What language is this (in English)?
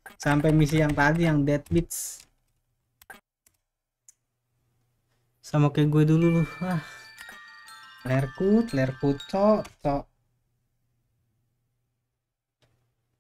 Indonesian